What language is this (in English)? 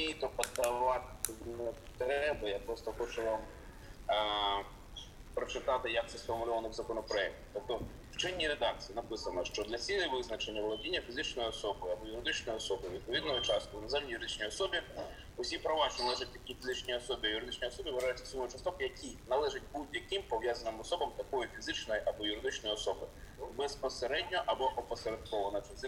Ukrainian